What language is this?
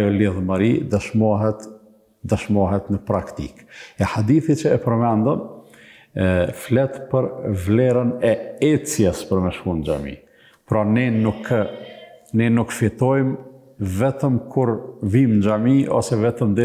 Albanian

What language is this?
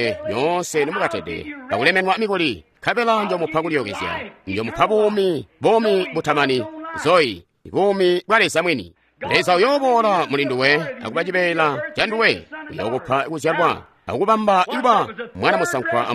Tonga (Zambia)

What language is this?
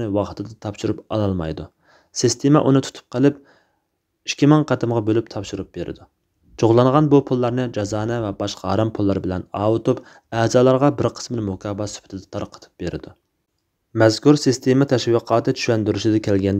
Uyghur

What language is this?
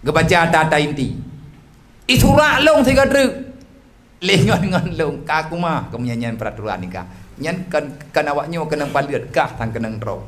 Achinese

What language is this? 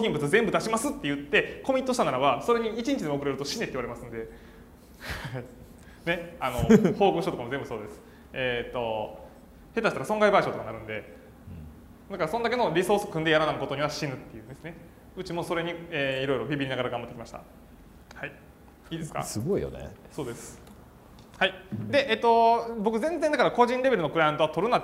Japanese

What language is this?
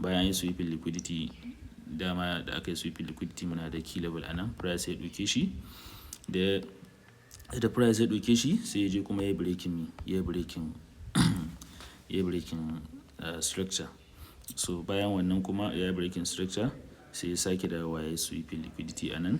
Hausa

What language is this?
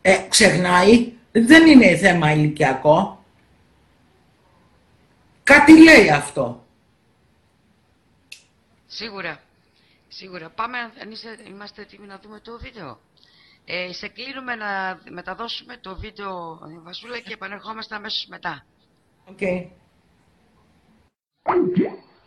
Greek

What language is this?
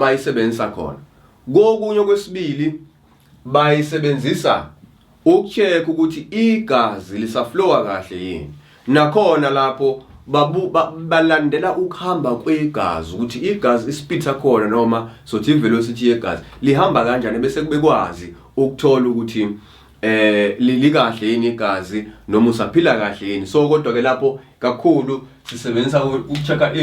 Zulu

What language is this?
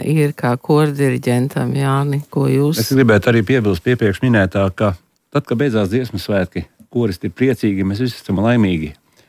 Latvian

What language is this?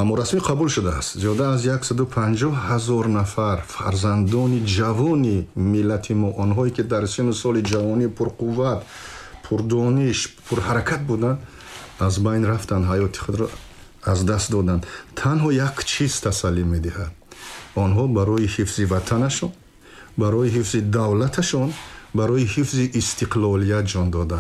Tajik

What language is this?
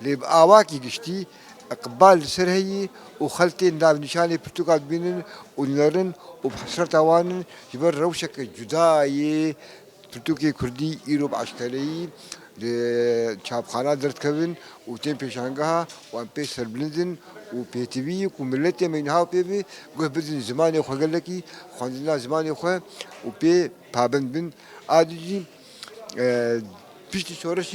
Kurdish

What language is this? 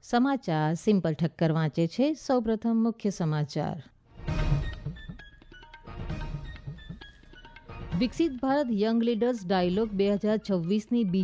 Gujarati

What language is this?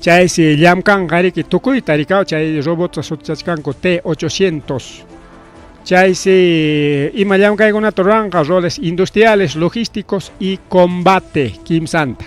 Ayacucho Quechua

